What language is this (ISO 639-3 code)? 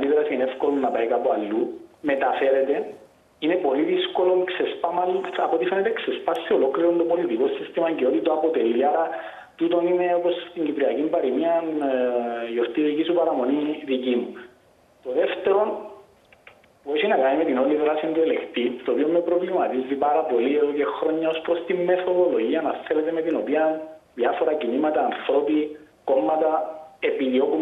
ell